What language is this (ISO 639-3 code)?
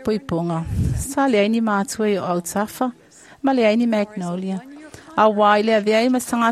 smo